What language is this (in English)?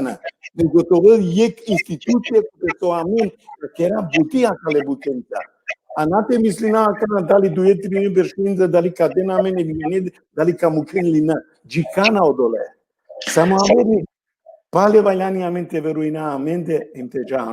Balkan Romani